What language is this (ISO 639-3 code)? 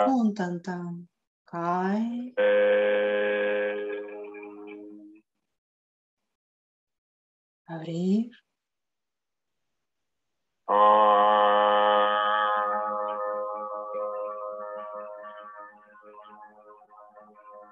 spa